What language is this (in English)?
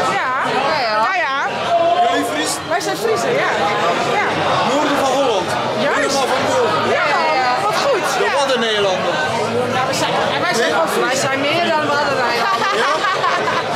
Western Frisian